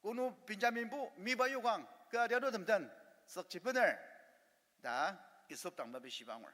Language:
Ao Naga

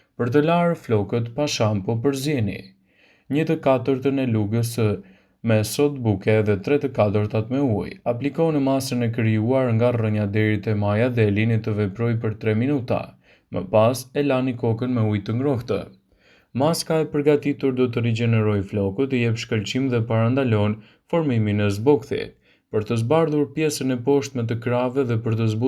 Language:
Albanian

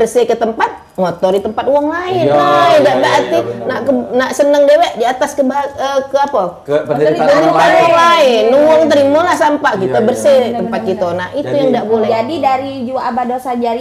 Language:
Musi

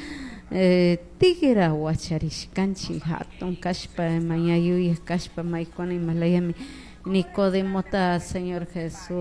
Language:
Chimborazo Highland Quichua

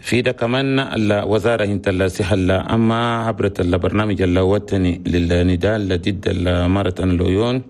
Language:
Chadian Arabic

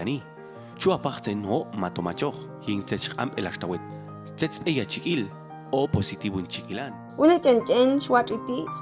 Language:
Popti'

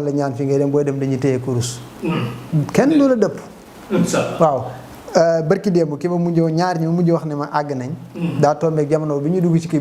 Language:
Wolof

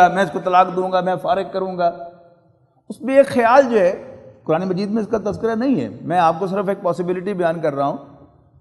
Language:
Urdu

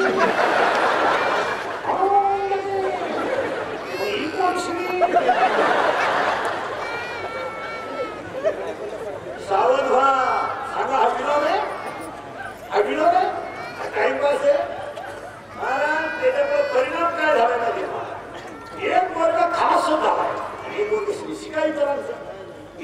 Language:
Marathi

